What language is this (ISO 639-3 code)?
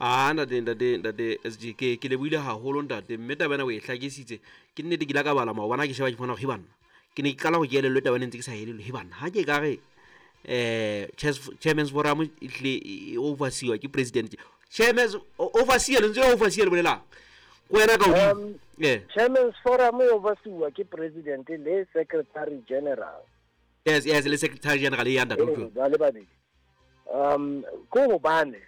sot